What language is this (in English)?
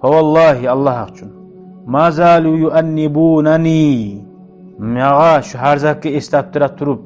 Kumyk